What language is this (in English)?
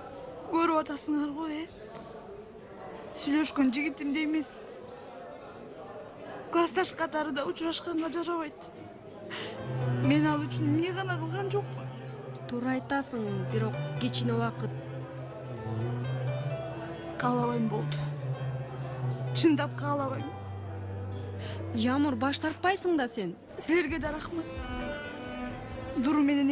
Kyrgyz